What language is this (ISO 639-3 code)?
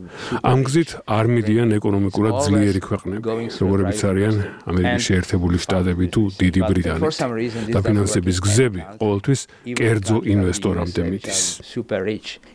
kat